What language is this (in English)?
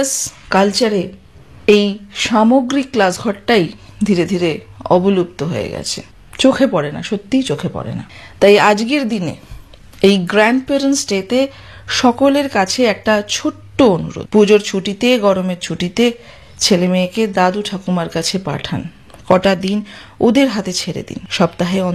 Bangla